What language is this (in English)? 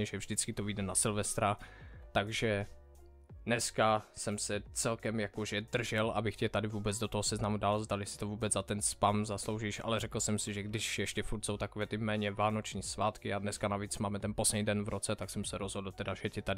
Czech